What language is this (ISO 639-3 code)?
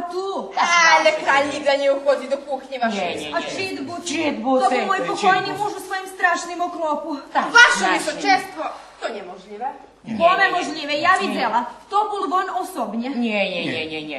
rue